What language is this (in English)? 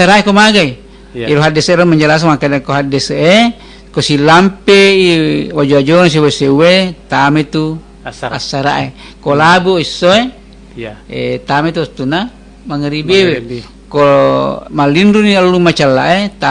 Buginese